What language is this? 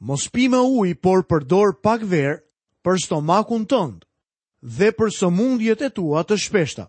Albanian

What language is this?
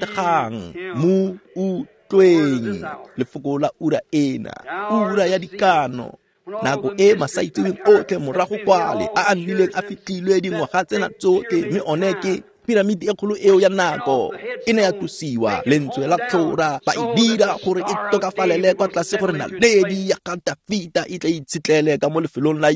Tswana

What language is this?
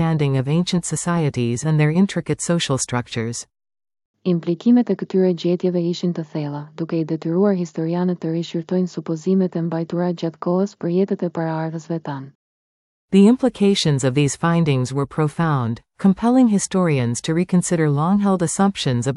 Albanian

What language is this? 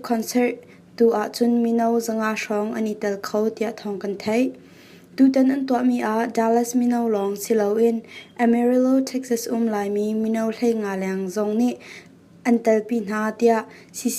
Hakha Chin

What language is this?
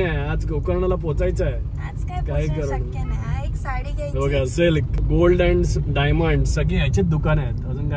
Marathi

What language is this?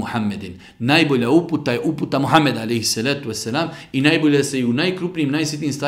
Bosnian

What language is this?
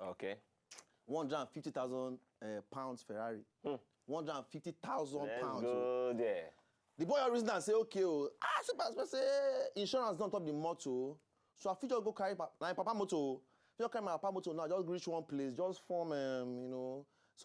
Nigerian Pidgin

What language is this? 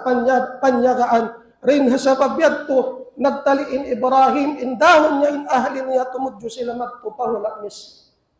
Tausug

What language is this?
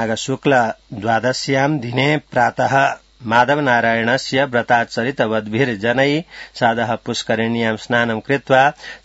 Sanskrit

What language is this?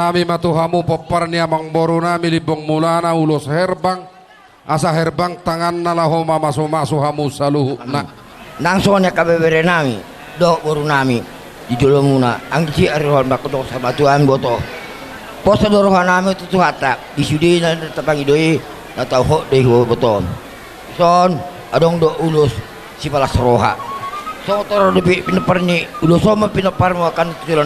Batak Toba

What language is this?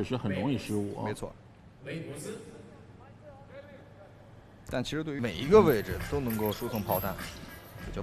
Chinese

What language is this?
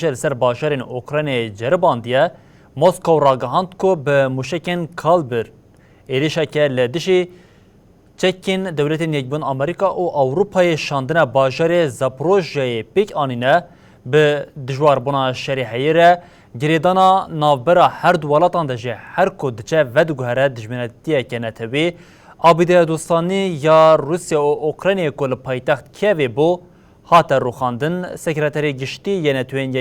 Kurdish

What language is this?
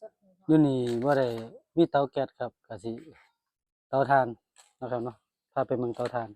Northeastern Thai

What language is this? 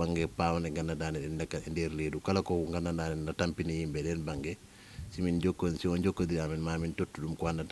Fula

